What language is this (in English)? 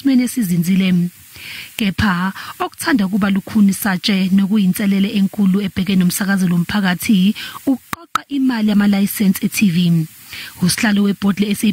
Zulu